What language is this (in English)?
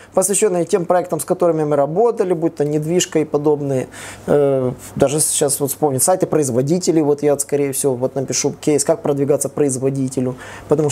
Russian